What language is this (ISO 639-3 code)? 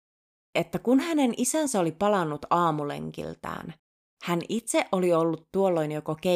fin